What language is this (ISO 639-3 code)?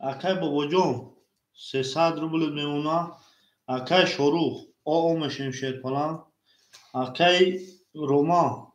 tgk